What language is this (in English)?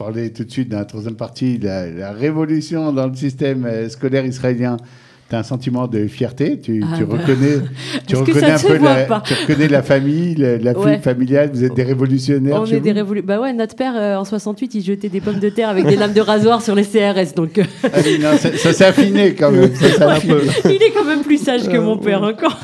French